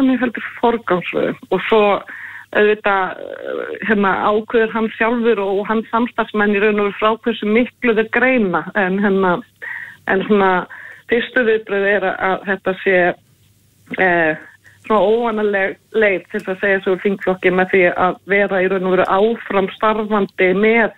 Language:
Icelandic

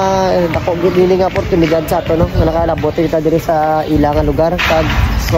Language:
Hiligaynon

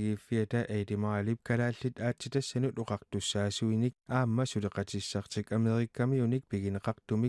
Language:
Kalaallisut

